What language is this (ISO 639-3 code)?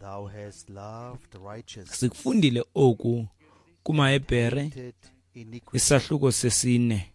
xho